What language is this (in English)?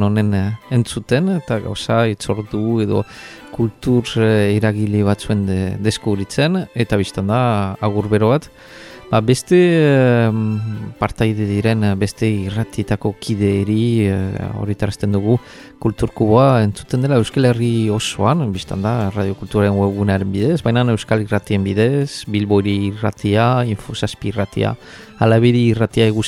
Basque